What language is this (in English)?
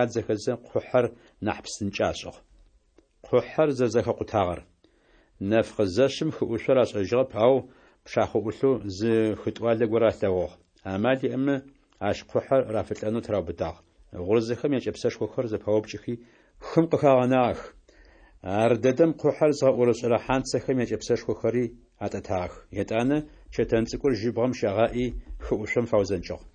Adyghe